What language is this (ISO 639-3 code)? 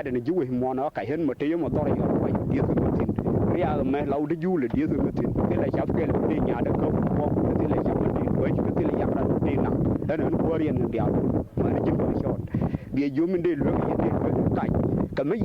nus